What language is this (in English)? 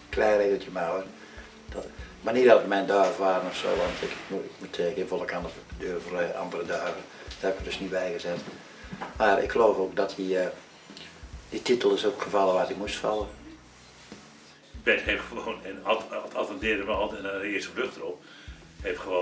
Dutch